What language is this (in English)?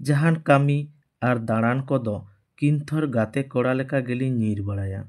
Santali